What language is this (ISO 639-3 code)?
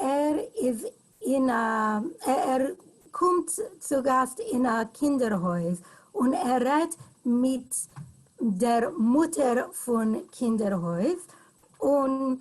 yid